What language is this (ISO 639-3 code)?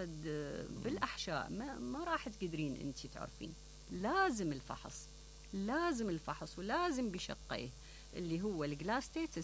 acm